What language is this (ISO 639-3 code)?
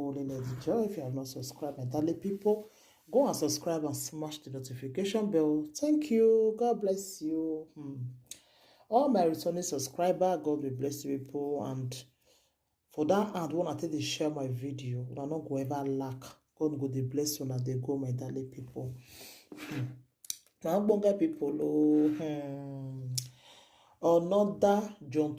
pcm